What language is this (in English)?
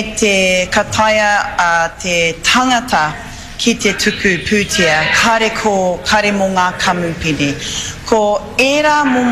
Māori